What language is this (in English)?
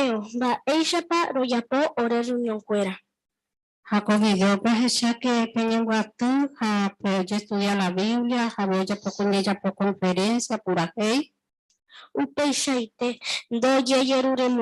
Guarani